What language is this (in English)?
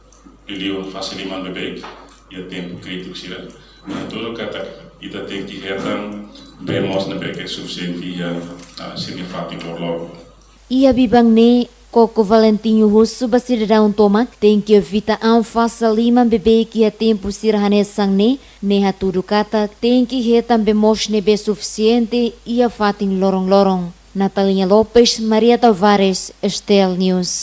Tetum